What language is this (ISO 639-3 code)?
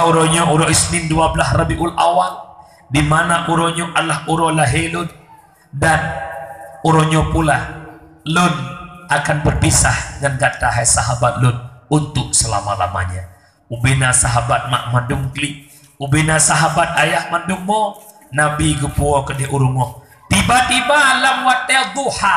ace